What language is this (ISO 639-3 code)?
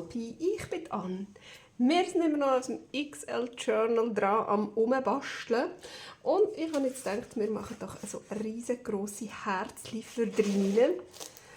gsw